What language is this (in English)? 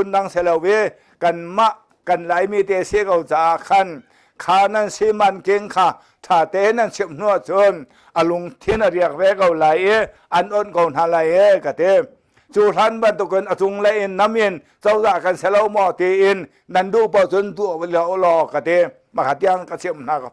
Hakha Chin